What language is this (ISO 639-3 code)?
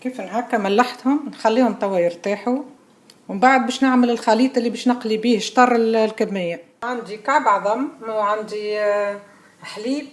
aeb